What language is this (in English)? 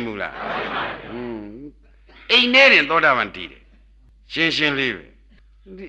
Burmese